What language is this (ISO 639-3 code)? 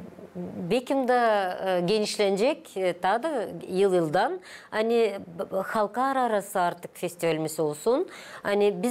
gag